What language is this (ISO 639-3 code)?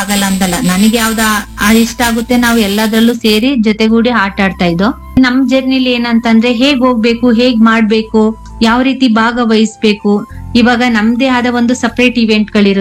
kan